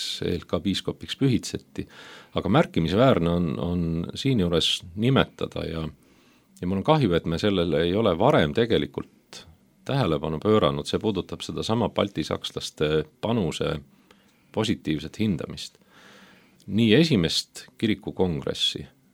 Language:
Estonian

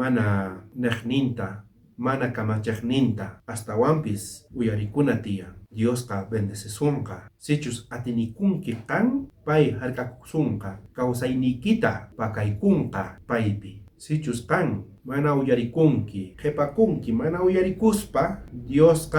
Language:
South Bolivian Quechua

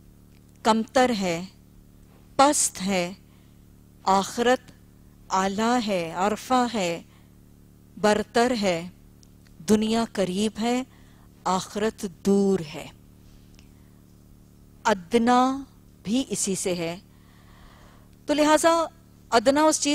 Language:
Urdu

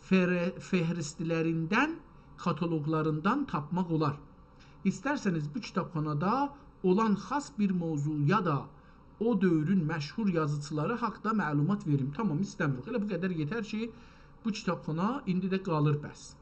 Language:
South Azerbaijani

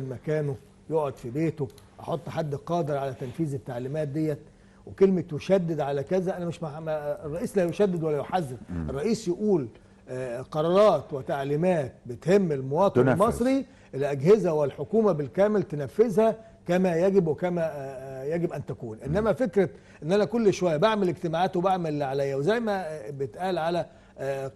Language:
Egyptian Arabic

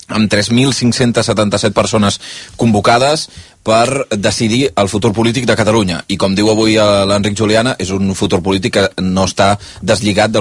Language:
Catalan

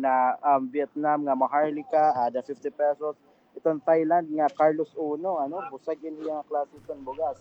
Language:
Waray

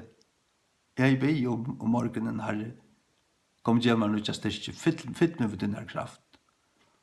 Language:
Faroese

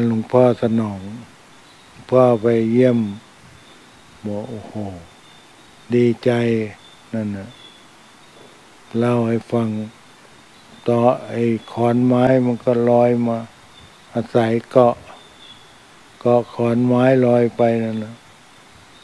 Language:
Thai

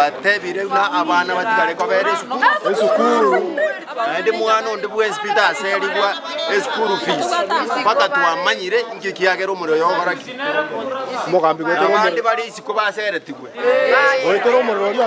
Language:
Gusii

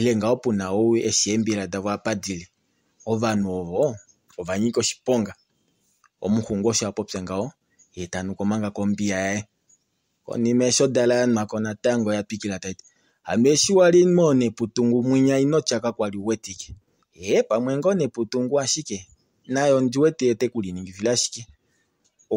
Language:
Kuanyama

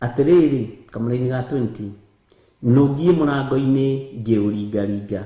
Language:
Kikuyu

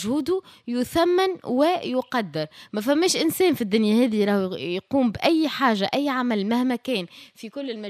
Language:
Tunisian Arabic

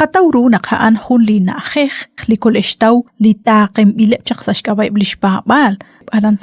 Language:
Kekchí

